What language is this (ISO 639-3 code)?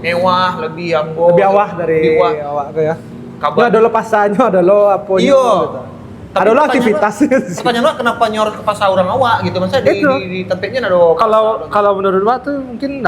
min